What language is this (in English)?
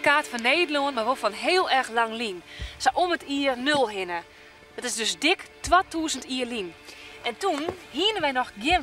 Western Frisian